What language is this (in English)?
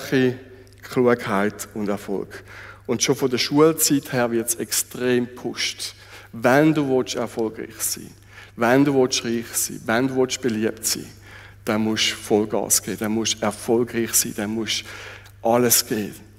Swiss German